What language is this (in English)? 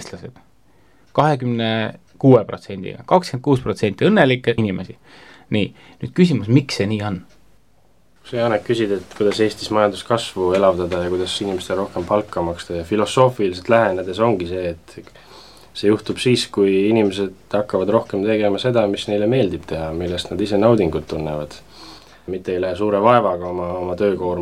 Estonian